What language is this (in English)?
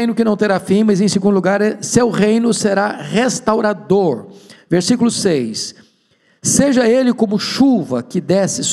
Portuguese